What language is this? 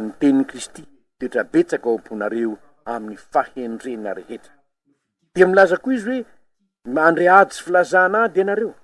Malagasy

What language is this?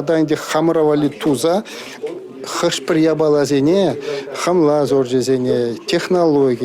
Chuvash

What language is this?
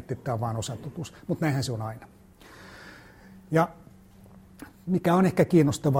Finnish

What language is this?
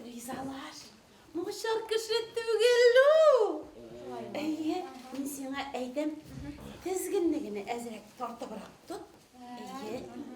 Bashkir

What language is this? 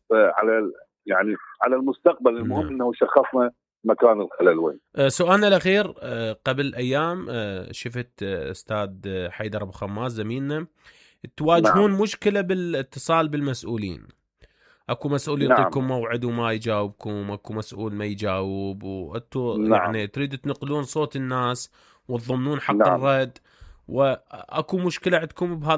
Mesopotamian Arabic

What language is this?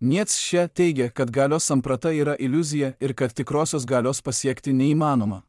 Lithuanian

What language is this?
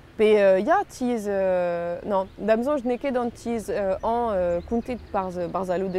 Breton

